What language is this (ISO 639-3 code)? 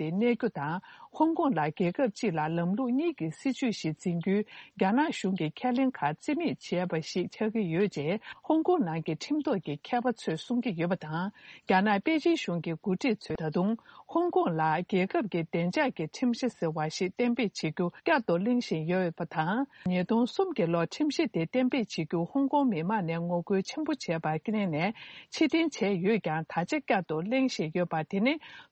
bod